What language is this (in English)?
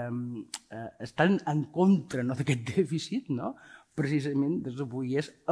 Catalan